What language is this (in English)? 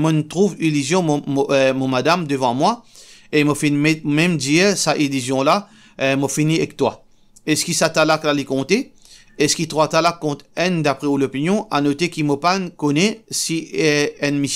Morisyen